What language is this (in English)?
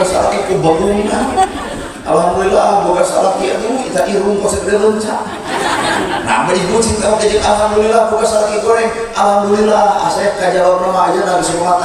Sundanese